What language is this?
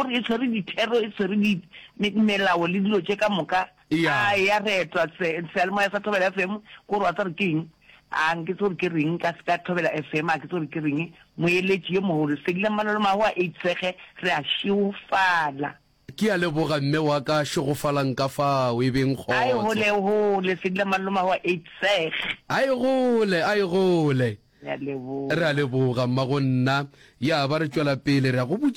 Northern Sotho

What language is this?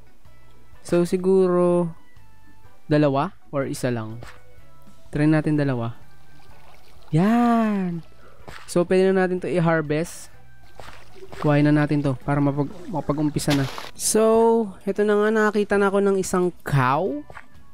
Filipino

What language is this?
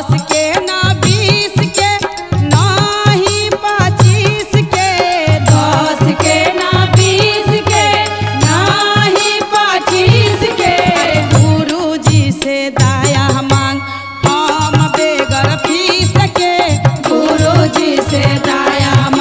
Bhojpuri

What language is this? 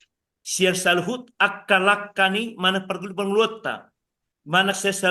Batak Toba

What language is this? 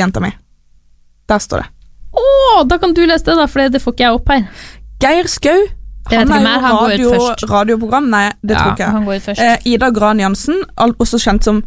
Norwegian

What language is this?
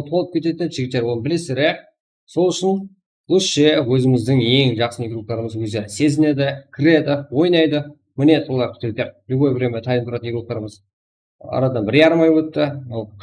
Kara-Kalpak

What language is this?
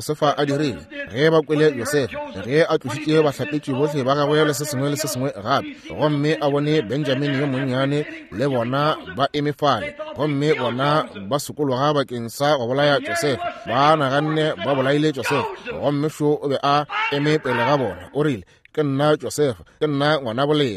Northern Sotho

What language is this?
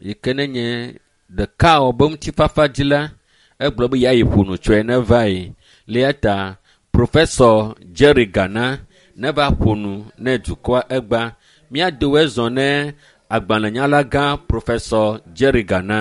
Ewe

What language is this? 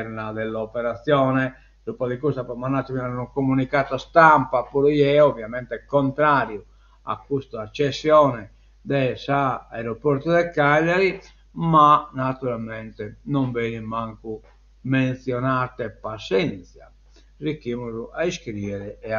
Sardinian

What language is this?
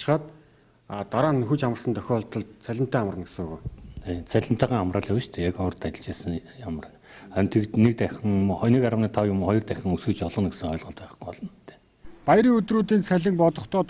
Mongolian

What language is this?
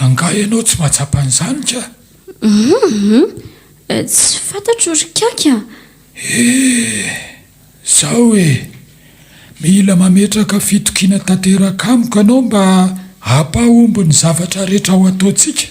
Malagasy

